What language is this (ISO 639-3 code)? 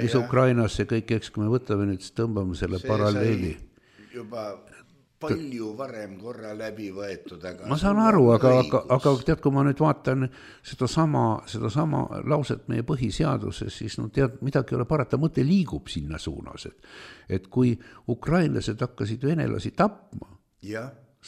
est